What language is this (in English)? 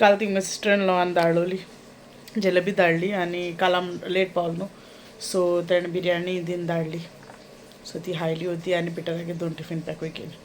Konkani